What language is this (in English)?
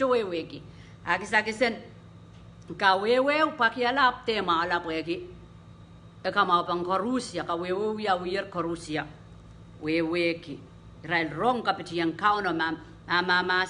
Pohnpeian